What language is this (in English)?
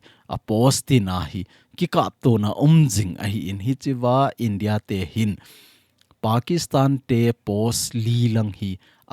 Thado Chin